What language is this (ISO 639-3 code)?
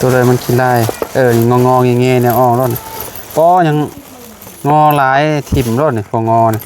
lao